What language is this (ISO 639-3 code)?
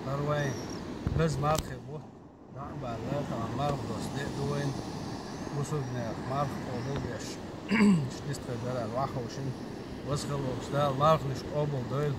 che